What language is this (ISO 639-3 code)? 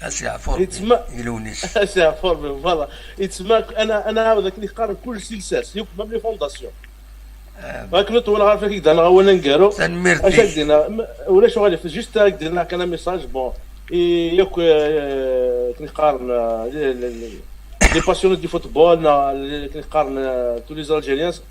kab